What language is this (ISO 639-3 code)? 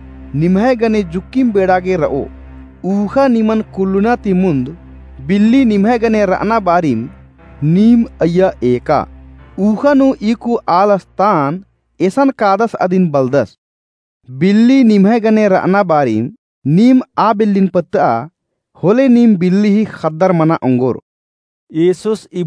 kru